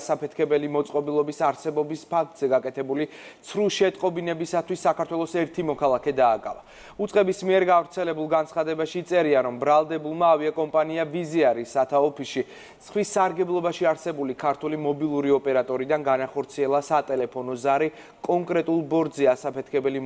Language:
Georgian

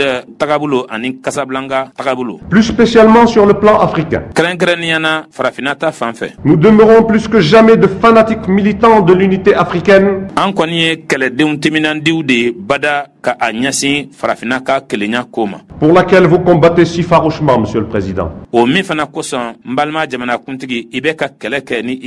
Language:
Bambara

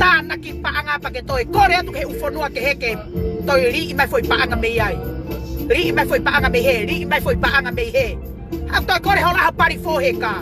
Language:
Tongan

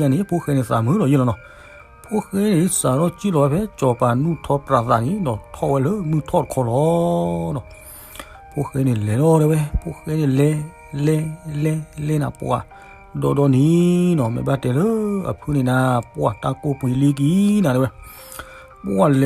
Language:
S'gaw Karen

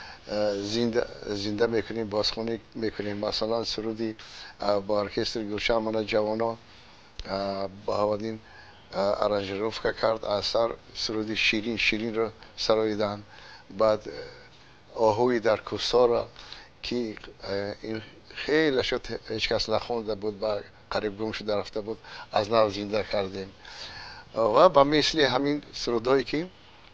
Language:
Tajik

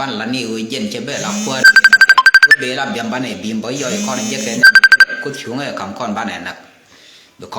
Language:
Nuer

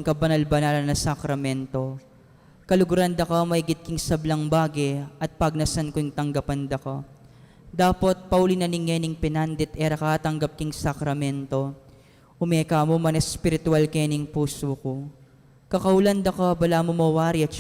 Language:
Pampanga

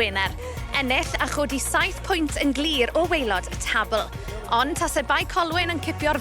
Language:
Welsh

